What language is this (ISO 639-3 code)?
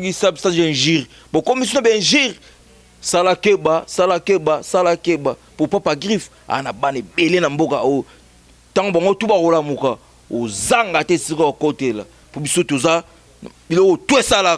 lin